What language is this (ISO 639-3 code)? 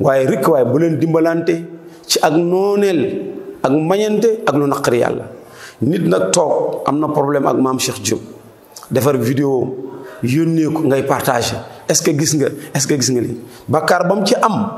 wol